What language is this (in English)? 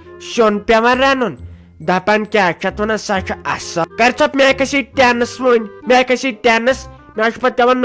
Kashmiri